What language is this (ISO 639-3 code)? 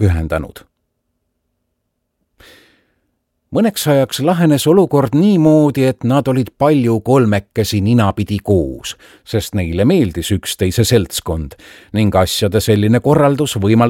est